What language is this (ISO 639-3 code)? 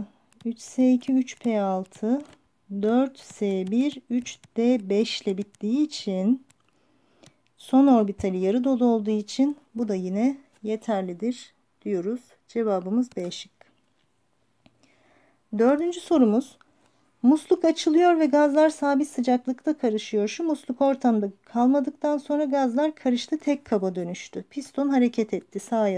tur